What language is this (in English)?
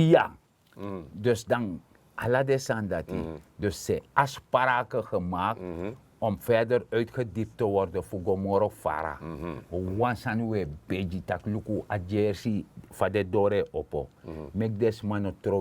Sranan Tongo